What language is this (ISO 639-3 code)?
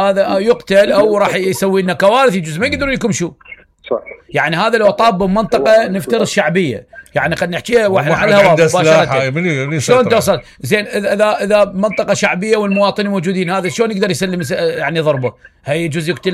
acm